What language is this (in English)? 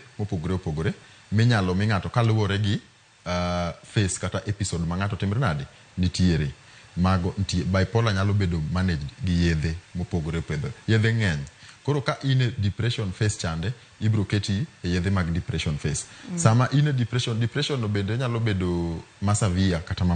Luo (Kenya and Tanzania)